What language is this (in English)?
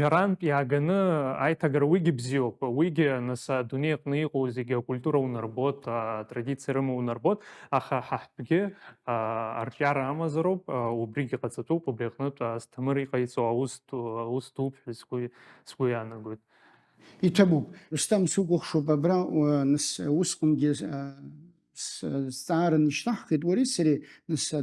Abkhazian